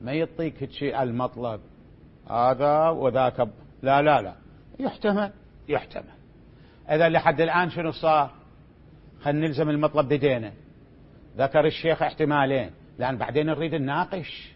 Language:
Mesopotamian Arabic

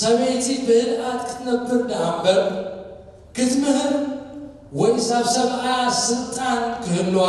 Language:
Tigrinya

